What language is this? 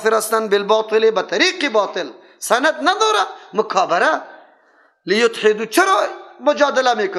Persian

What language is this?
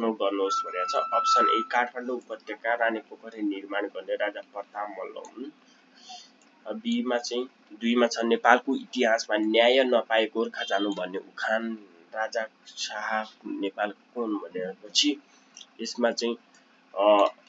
Nepali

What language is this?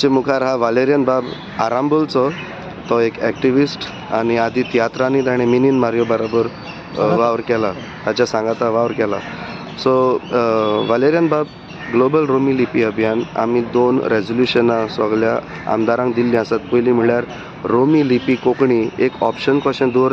Konkani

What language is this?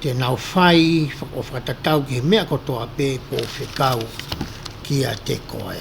Tongan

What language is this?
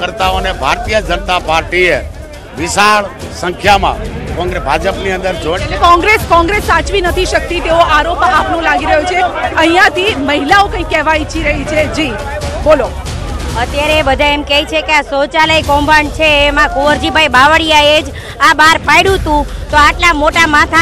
Gujarati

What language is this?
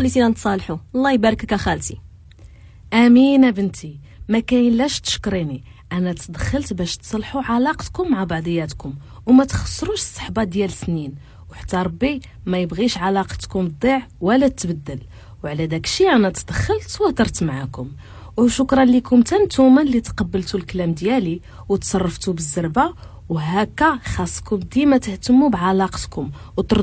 Moroccan Arabic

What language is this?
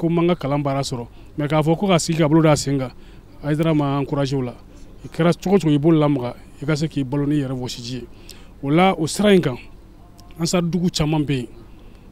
Bambara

